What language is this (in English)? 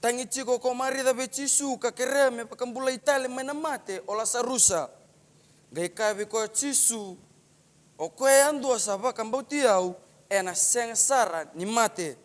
Fijian